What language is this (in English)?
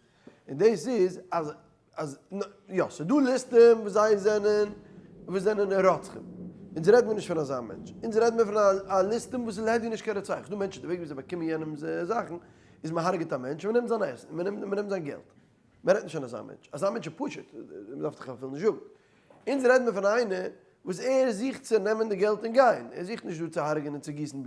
Yiddish